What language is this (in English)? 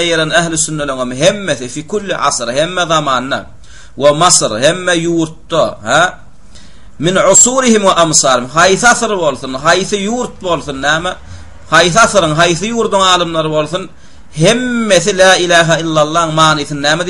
Turkmen